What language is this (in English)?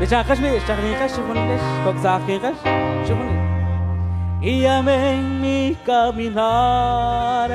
Kekchí